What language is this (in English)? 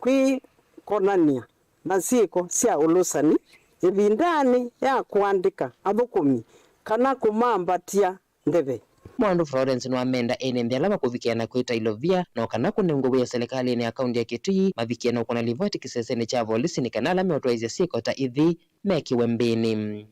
Kamba